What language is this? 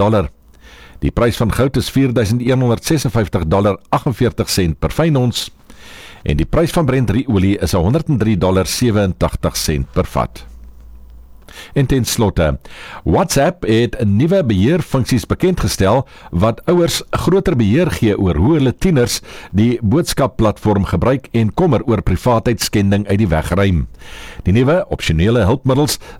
Afrikaans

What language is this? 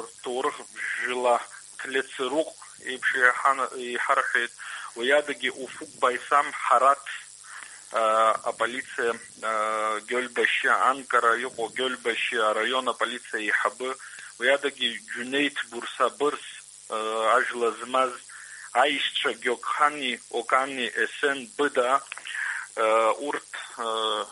Abkhazian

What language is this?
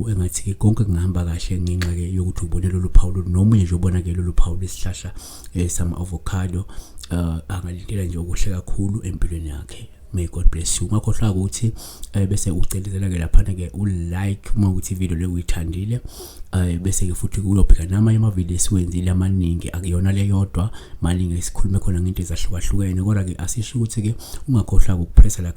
Zulu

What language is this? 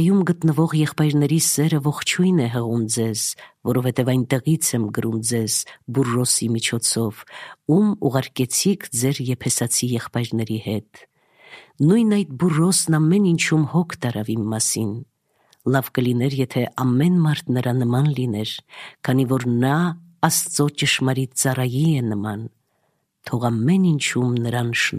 Armenian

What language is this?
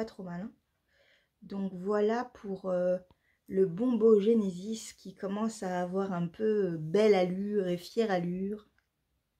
French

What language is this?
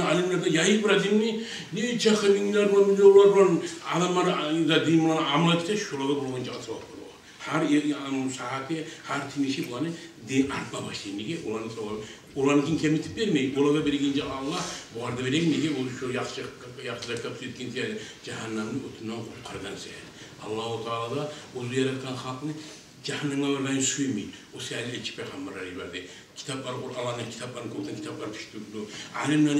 Kumyk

